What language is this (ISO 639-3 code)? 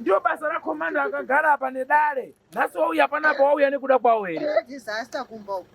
sna